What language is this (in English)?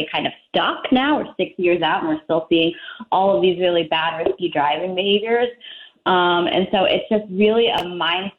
English